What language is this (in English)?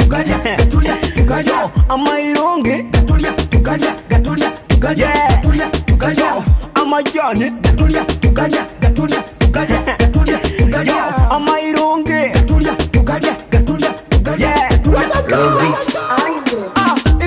Nyoro